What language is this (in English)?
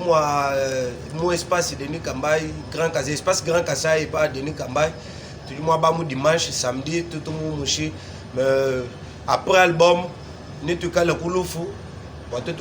Luba-Lulua